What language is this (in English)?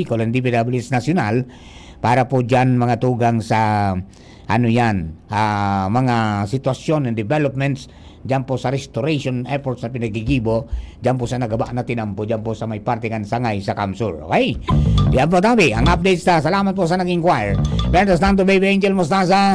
Bikol